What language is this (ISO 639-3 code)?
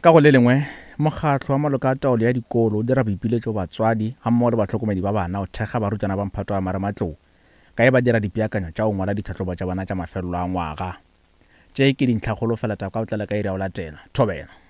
nso